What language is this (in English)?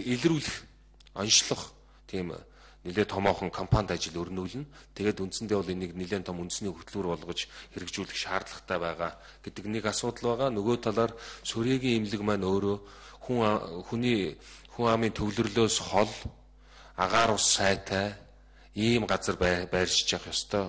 Mongolian